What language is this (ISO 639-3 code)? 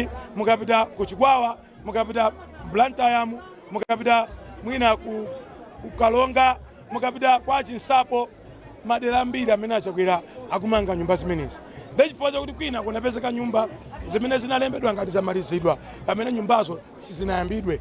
nya